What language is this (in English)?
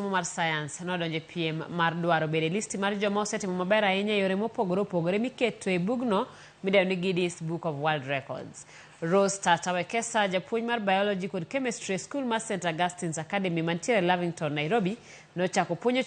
Luo (Kenya and Tanzania)